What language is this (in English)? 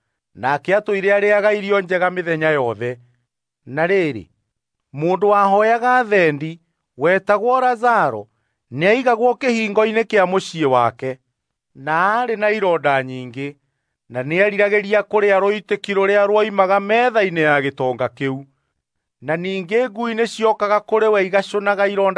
Kikuyu